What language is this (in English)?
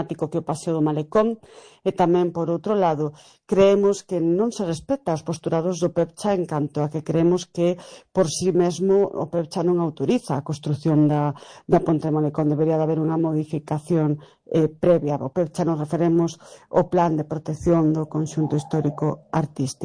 Galician